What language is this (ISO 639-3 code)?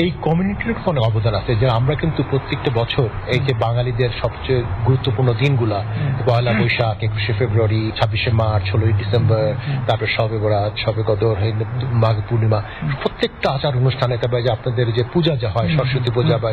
ben